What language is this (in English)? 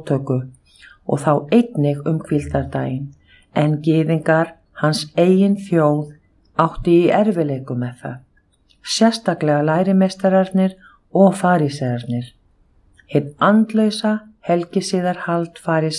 Icelandic